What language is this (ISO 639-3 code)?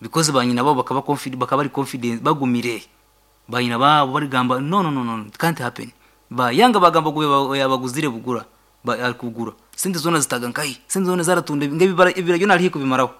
nyn